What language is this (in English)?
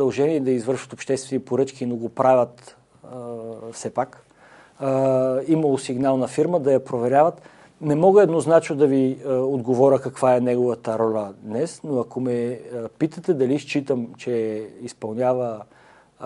Bulgarian